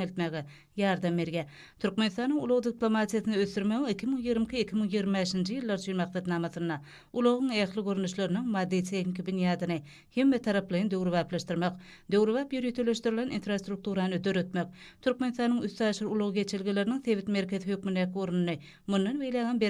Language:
Turkmen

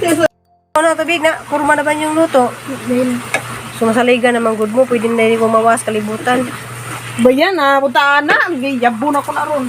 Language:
Cebuano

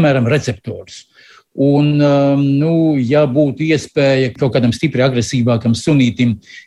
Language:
Latvian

